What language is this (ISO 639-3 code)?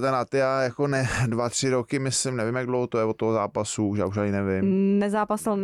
ces